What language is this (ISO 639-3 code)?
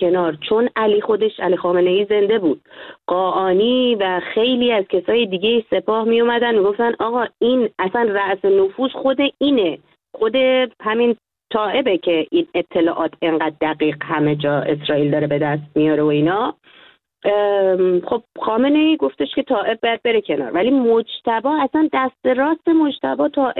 fas